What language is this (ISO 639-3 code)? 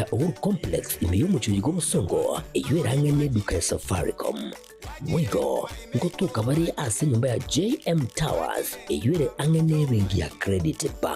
guz